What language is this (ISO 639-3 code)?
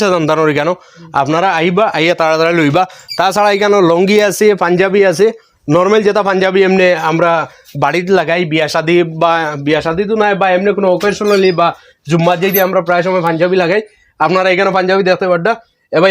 syl